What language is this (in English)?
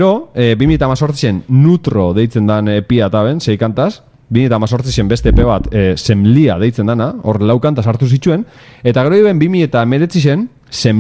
Basque